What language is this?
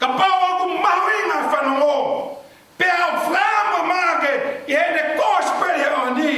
Tongan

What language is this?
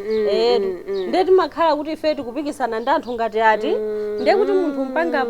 Nyanja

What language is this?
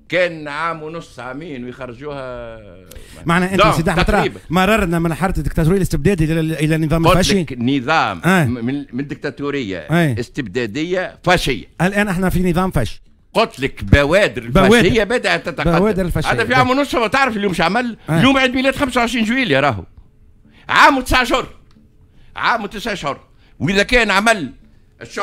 Tunisian Arabic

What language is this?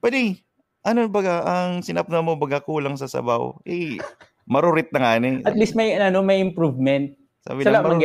Bikol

